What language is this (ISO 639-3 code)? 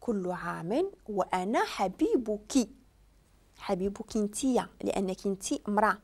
ary